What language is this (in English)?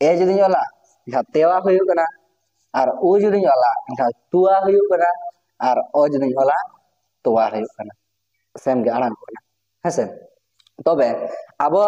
Santali